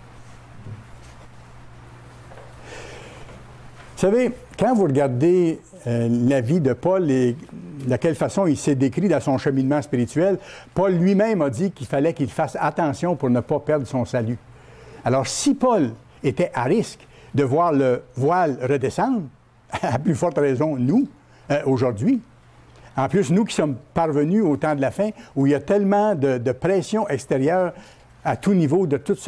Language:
French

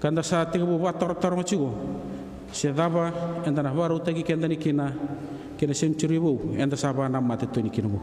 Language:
Fijian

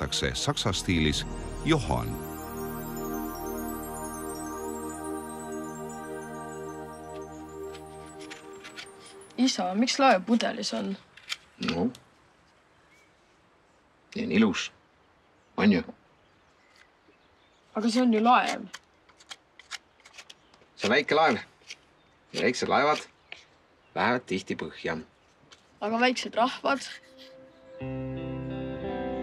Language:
Estonian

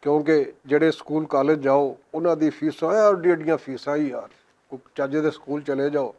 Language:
Western Panjabi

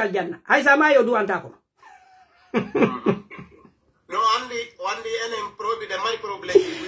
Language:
Pular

